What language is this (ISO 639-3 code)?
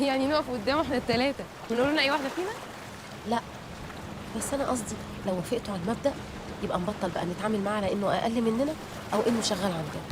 arz